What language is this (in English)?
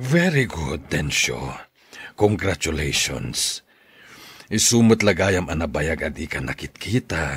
Iloko